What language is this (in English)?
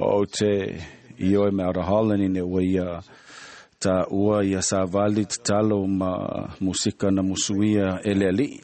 Samoan